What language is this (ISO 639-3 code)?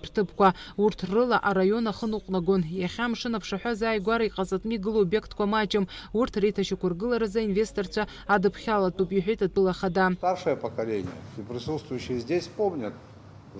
abk